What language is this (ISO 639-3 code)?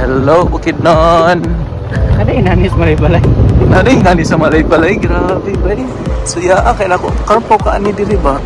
ceb